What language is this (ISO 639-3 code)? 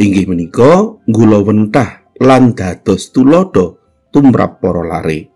jav